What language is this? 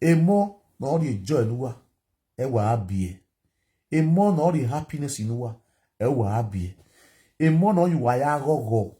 Nigerian Pidgin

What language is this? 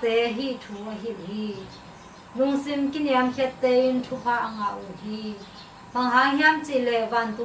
Tedim Chin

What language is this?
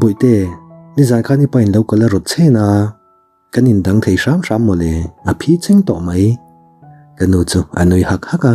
Mizo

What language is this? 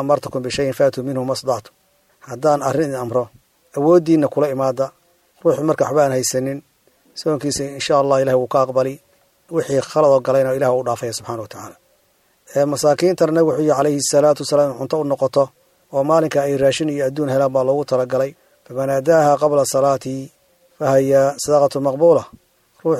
Somali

